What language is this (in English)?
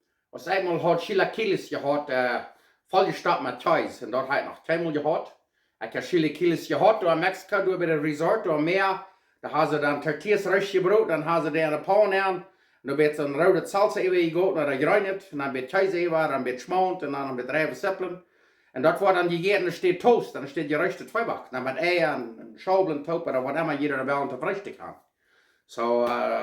Plautdietsch